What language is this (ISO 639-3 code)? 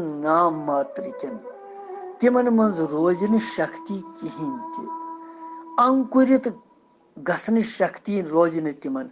kas